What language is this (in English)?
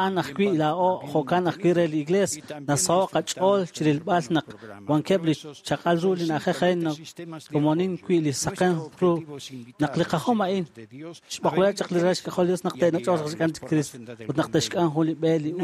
Kekchí